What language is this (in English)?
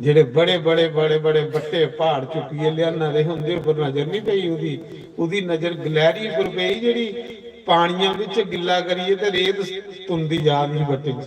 Dogri